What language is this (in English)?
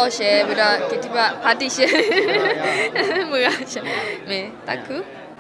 S'gaw Karen